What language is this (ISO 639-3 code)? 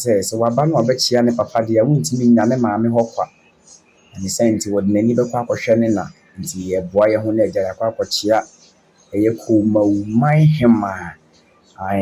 aka